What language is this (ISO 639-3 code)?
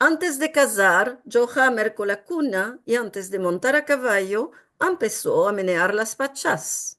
lad